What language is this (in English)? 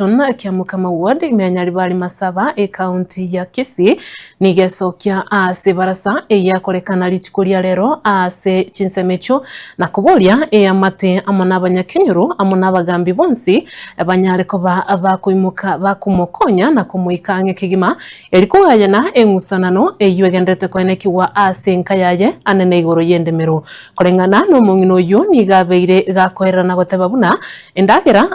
Gusii